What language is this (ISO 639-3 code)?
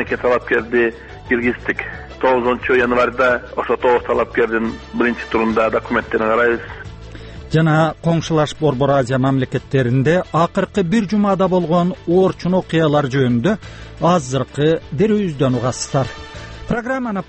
kir